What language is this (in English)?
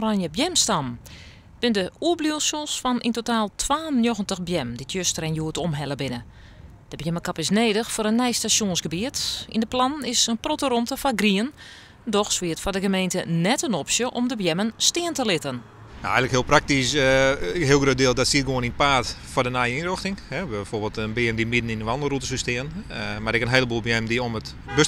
Western Frisian